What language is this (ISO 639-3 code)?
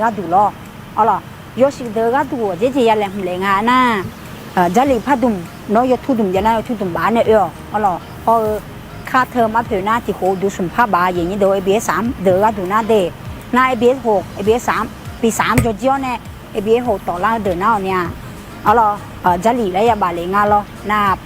ahk